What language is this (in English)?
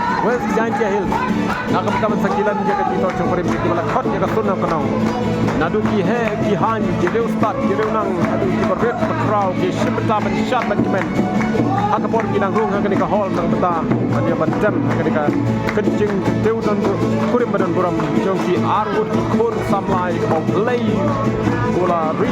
Khasi